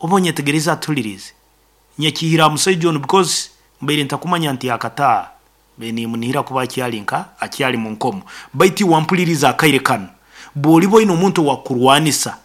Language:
Nyoro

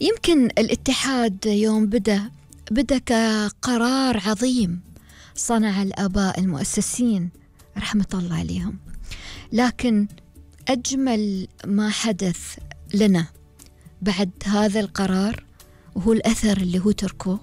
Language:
Gulf Arabic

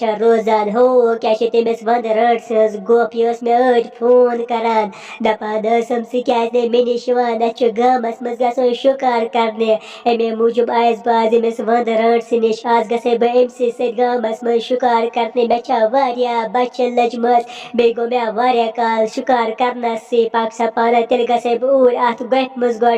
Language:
Kashmiri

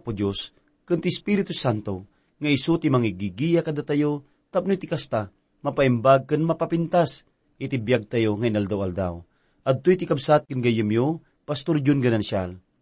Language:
Iloko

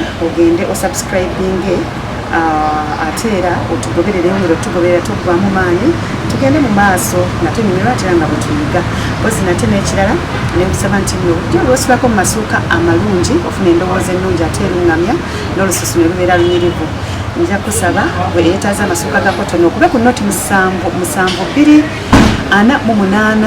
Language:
Ganda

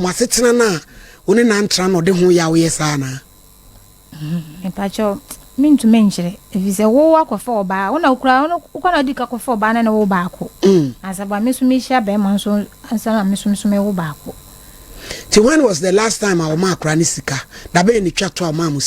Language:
Akan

